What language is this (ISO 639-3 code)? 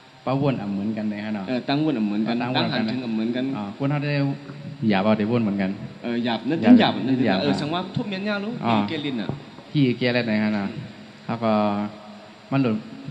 shn